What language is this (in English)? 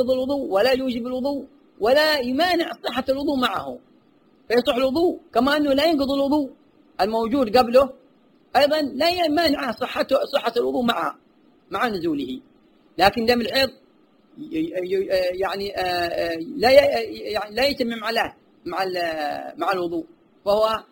Arabic